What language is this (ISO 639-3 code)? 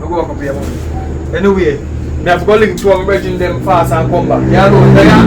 jam